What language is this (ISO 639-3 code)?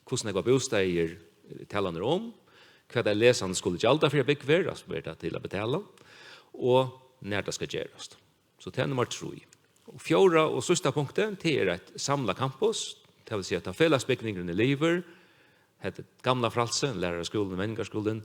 fao